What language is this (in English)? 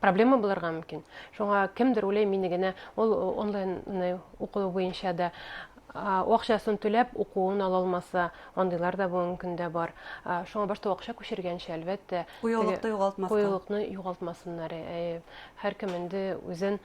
Bashkir